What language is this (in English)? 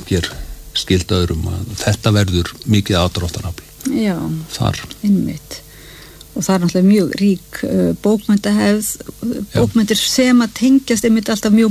Icelandic